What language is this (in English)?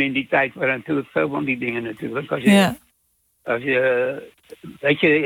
Dutch